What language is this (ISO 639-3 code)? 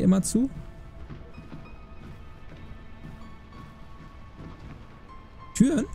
deu